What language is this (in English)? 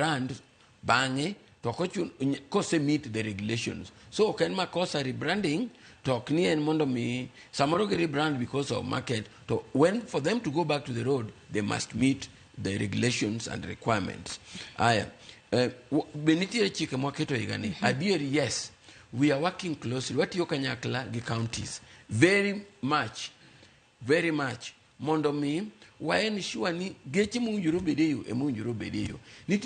Luo (Kenya and Tanzania)